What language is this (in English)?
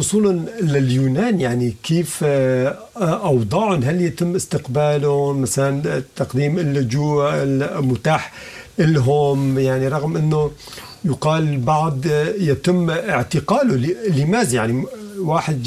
Sudanese Arabic